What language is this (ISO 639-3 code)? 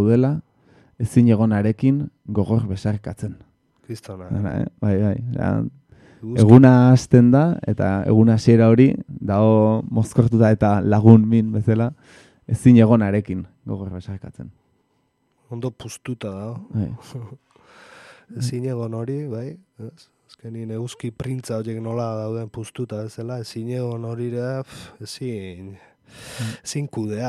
eus